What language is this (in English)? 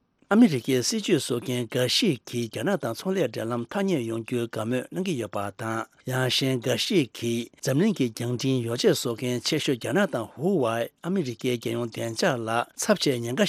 Tibetan